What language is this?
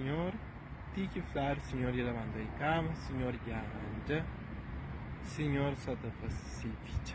Kabuverdianu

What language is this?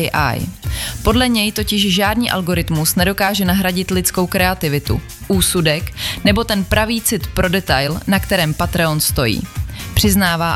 Czech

